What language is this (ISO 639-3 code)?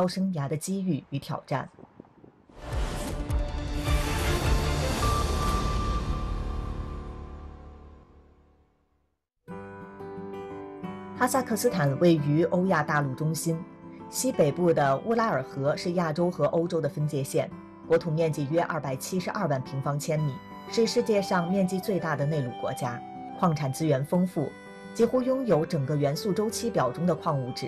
zho